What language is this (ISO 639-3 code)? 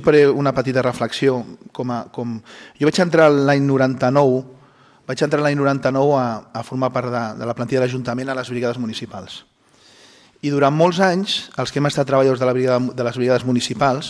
cat